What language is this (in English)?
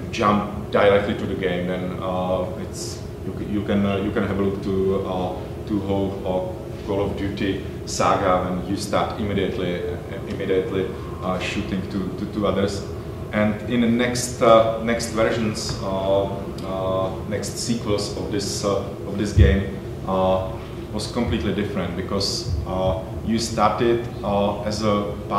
English